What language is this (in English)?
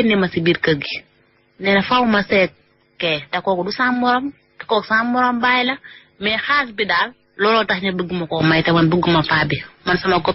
Wolof